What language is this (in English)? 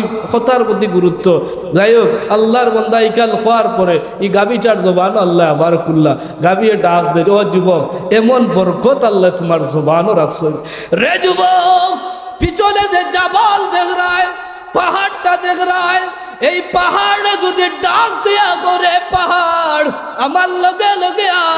Sylheti